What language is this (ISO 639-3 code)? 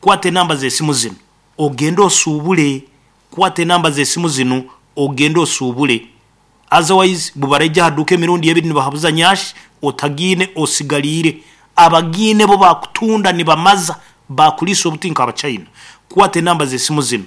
nyn